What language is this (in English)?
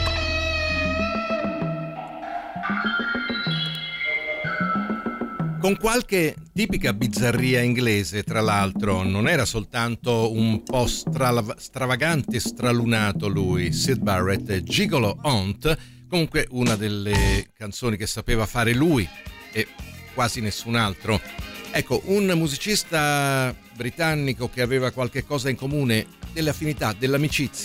Italian